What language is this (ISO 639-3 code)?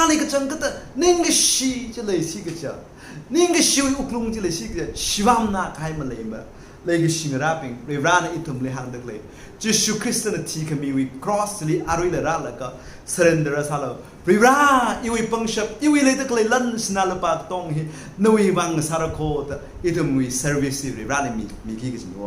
nmf